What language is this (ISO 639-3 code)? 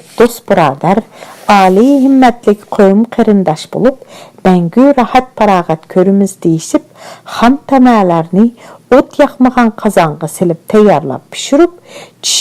uig